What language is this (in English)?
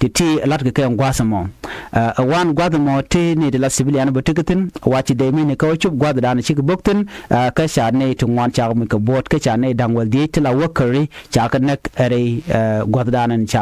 Nuer